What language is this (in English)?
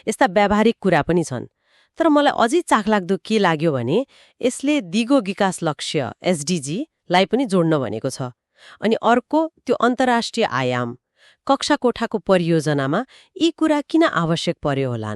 Nepali